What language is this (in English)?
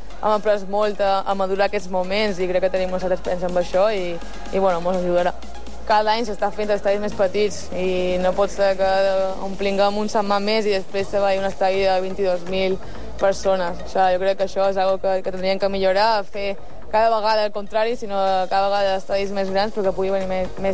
Catalan